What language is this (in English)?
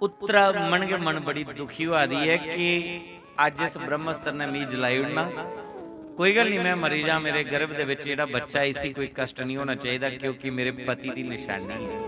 Dogri